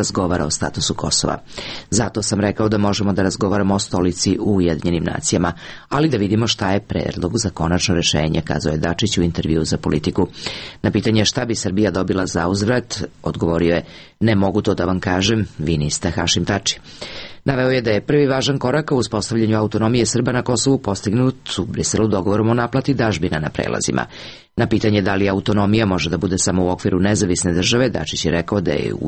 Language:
Serbian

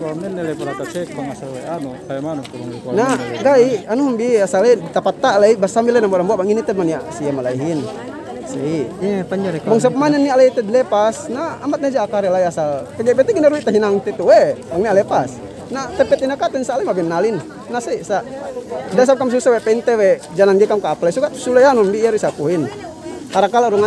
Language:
Yakan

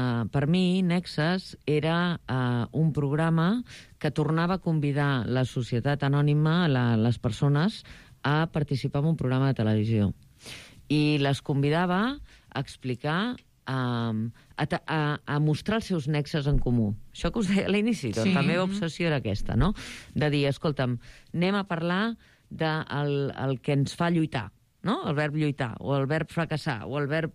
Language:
Catalan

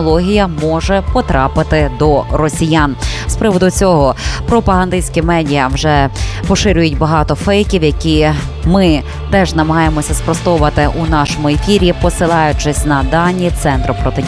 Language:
Ukrainian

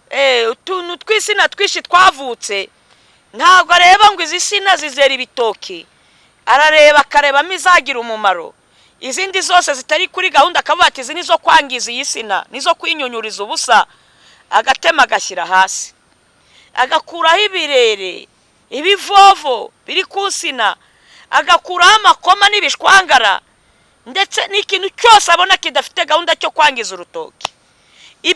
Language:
Kinyarwanda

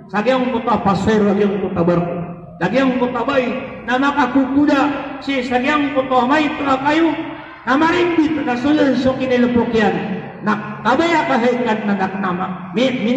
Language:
Maranao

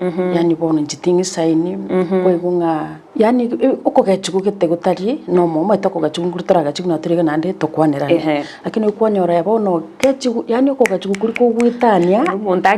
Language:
Gusii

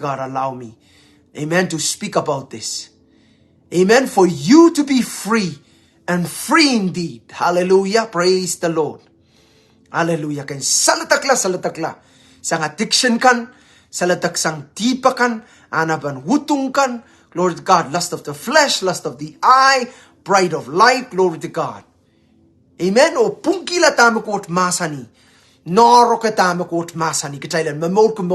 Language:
Pohnpeian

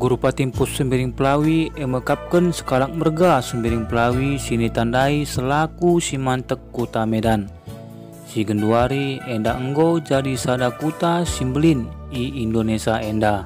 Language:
Batak Karo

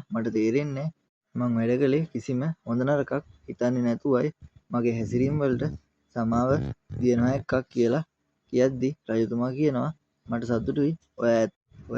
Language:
Sinhala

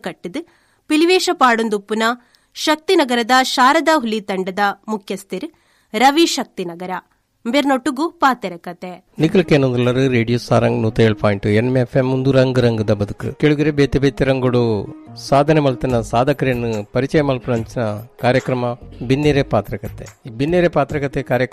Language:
Tulu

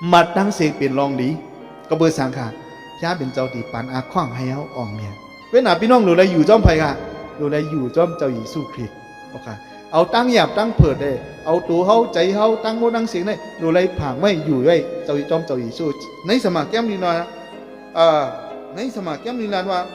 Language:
Shan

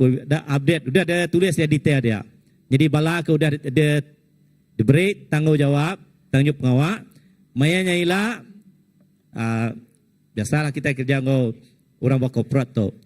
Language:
Iban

